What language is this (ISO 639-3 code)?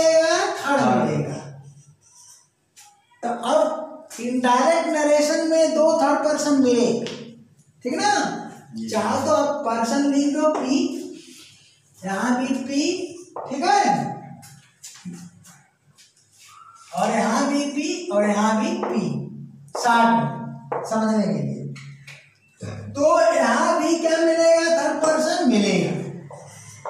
hin